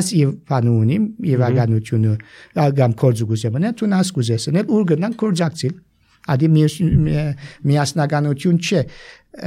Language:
Armenian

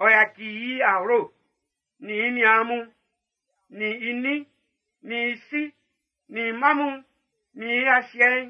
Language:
Baoulé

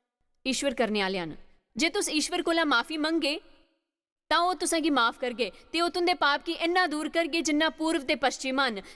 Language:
Dogri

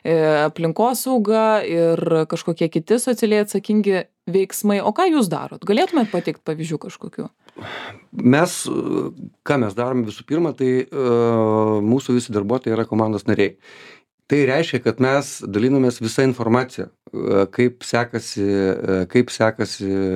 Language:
Lithuanian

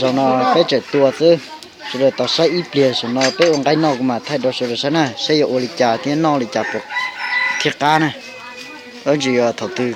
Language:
Hmong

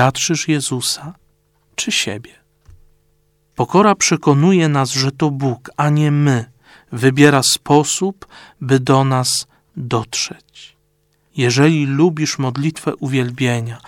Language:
Polish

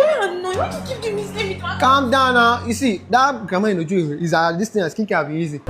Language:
Nigerian Pidgin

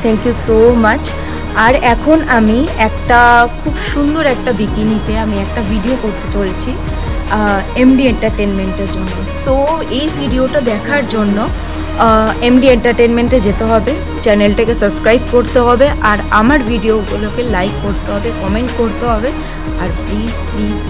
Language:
Bangla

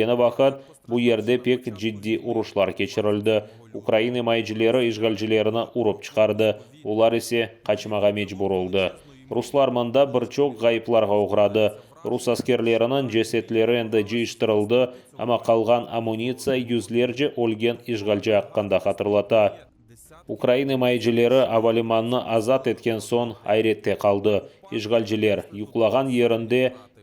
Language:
Crimean Tatar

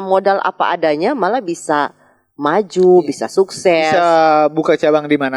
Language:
Manado Malay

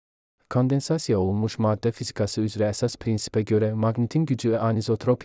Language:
Azerbaijani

